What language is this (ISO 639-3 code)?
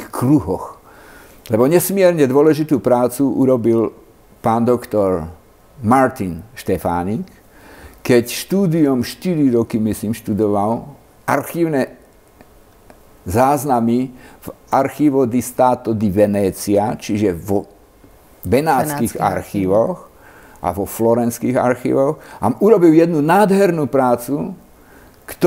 slk